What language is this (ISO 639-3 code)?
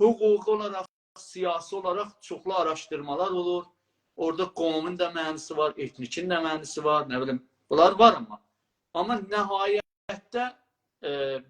azb